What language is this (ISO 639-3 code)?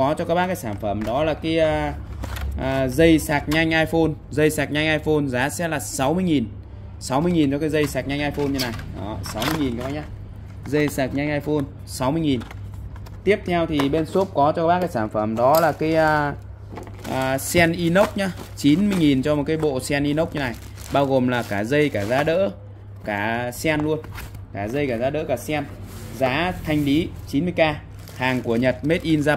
vie